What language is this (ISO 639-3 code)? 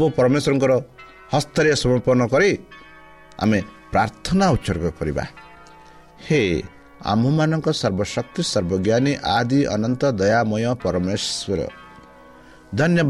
ori